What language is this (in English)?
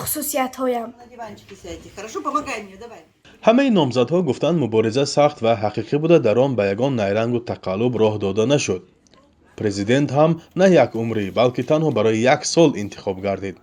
Tajik